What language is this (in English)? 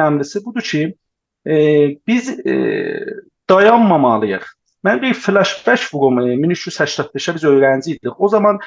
South Azerbaijani